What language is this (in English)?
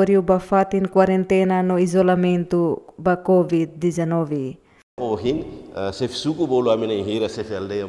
Tetum